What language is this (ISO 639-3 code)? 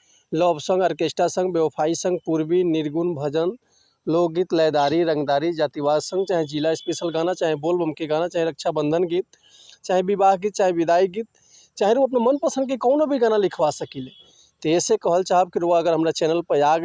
bho